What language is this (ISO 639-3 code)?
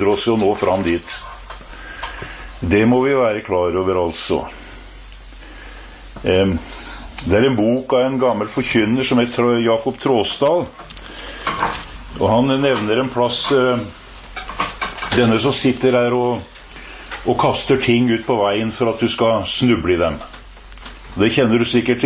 nor